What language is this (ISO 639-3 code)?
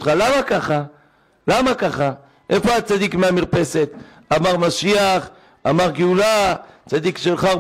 heb